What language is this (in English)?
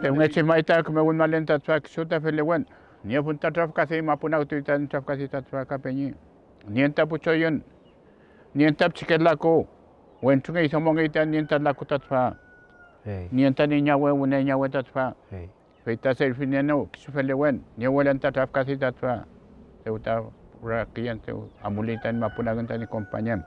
Mapuche